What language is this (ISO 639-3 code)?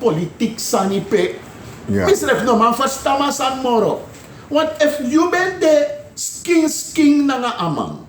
srn